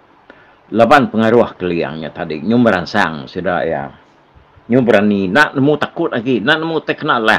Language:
Iban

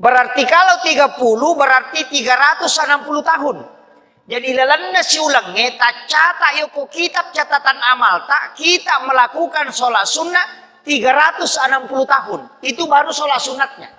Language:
Buginese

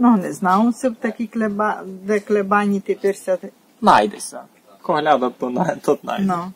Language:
Rusyn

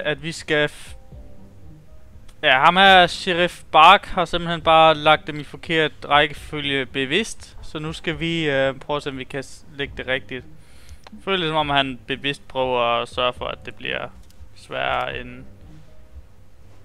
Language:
Danish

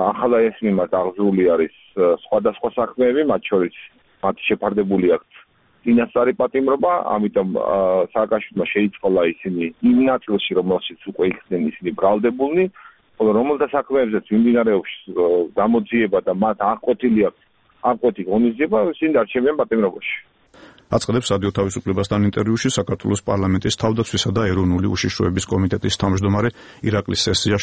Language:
Georgian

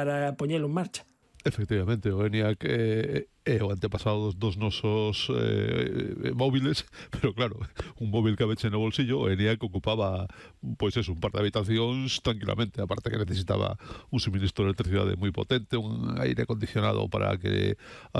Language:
Galician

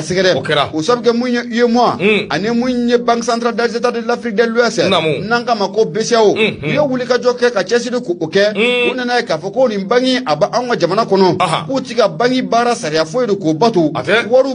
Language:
Bambara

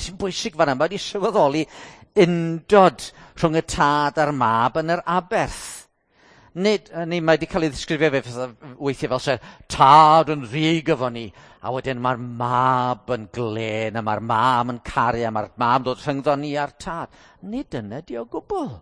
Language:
Welsh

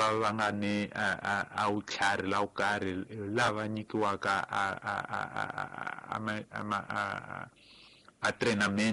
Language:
Tsonga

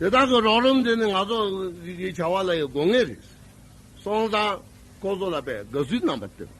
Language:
Tibetan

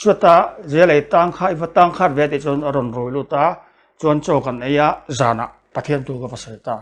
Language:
Mizo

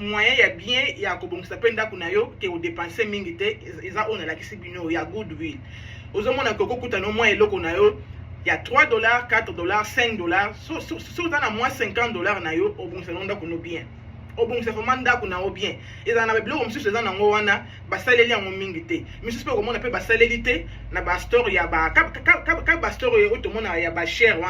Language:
Lingala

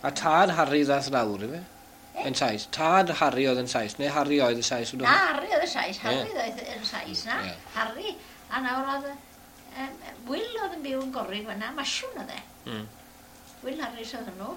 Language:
Welsh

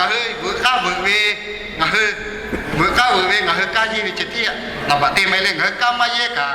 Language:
Lahu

